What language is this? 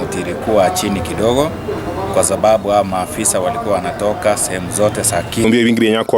Gusii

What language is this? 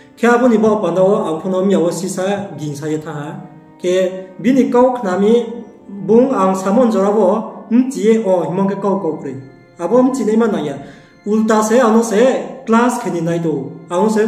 Riang (India)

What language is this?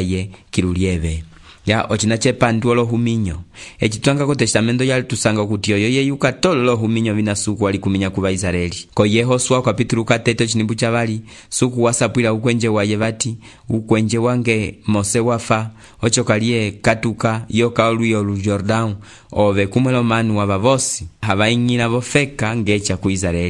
Umbundu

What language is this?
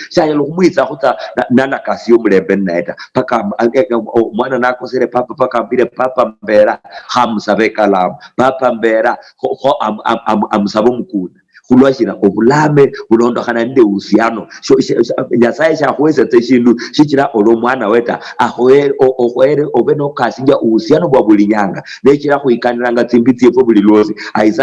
Luyia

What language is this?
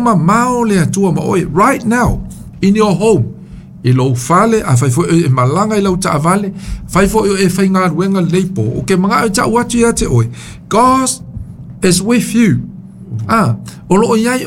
Samoan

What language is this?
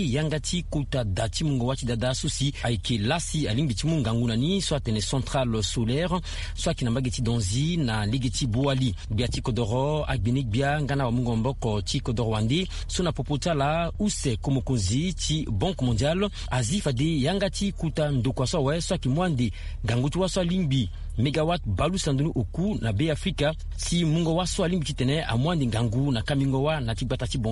Sango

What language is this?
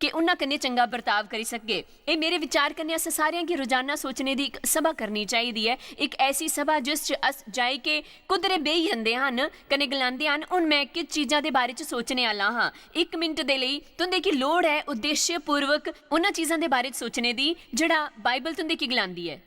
Dogri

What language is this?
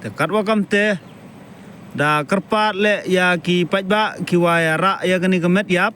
Khasi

